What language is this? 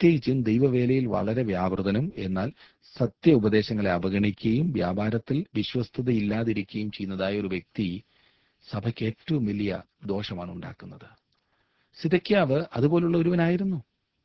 Malayalam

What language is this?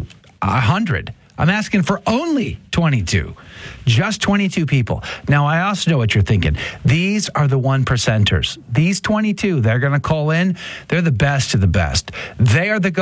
English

